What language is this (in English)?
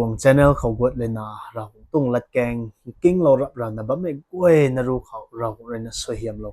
Rongmei Naga